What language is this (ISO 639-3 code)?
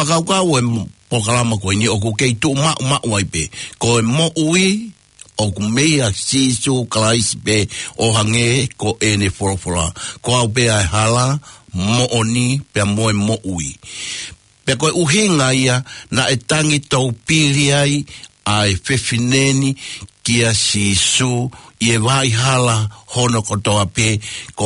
ton